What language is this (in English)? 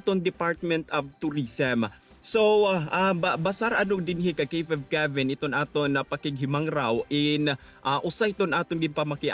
Waray